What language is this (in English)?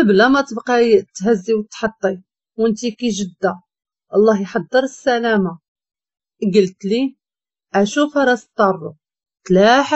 Moroccan Arabic